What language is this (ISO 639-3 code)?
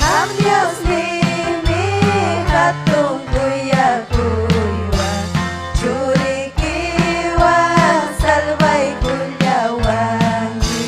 quy